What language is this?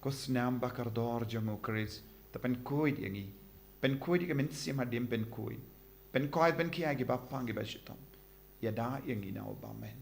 Khasi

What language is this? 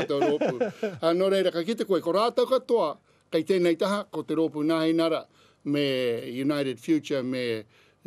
Māori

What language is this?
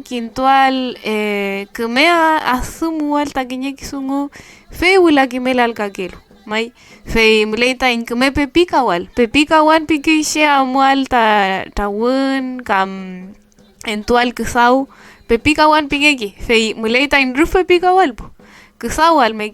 Mapuche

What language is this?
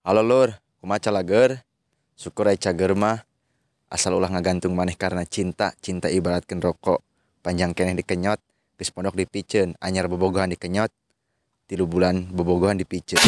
Sundanese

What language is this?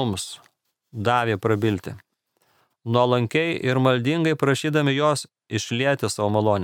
Lithuanian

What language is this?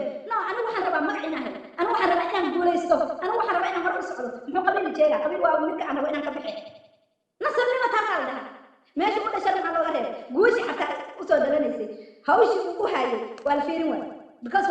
Somali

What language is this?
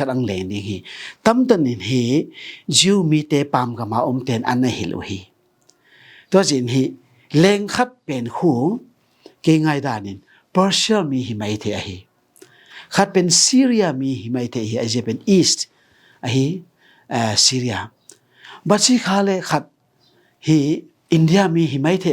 Tedim Chin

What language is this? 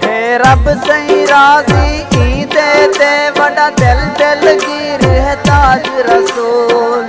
Saraiki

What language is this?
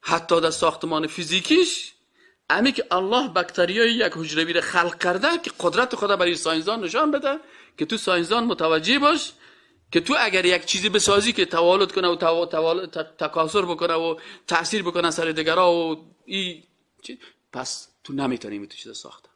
Persian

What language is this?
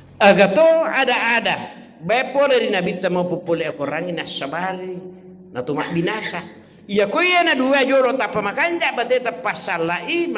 Buginese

